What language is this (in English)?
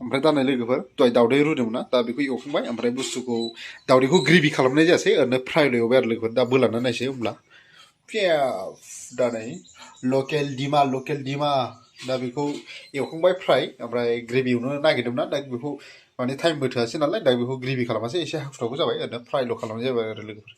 Bodo